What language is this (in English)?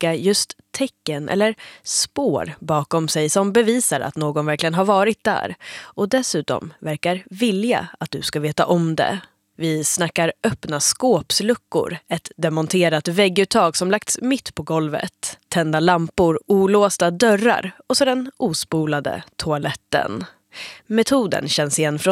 Swedish